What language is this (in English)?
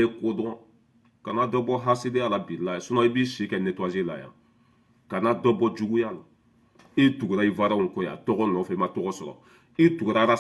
Bambara